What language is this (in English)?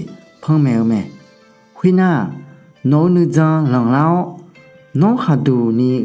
Akha